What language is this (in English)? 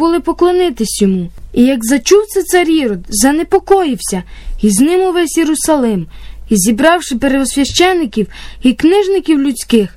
Ukrainian